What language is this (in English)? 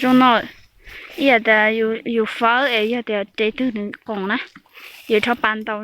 Hmong